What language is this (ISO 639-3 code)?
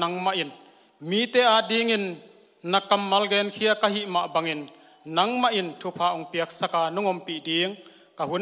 ctd